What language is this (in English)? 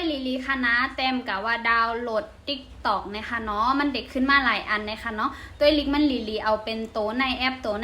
Shan